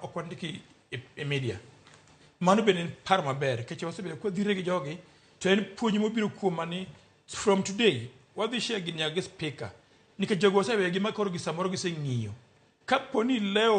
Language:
Luo (Kenya and Tanzania)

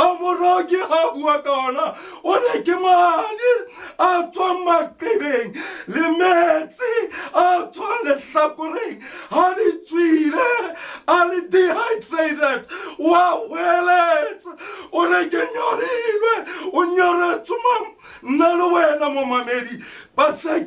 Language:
Southern Sotho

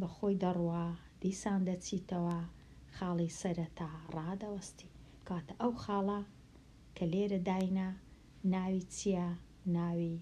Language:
Central Kurdish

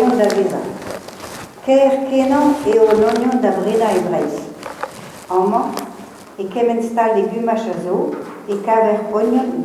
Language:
Breton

